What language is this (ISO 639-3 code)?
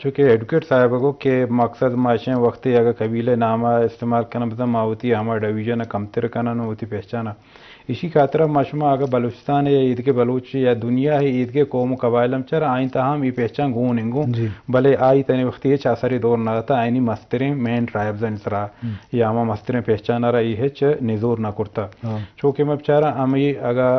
bgp